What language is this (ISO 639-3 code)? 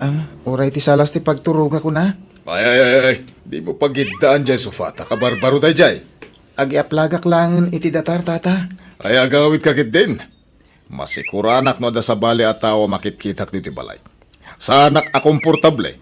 ilo